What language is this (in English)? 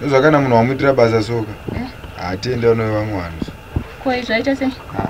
Shona